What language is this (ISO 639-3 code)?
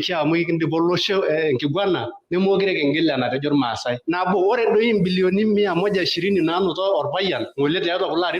mas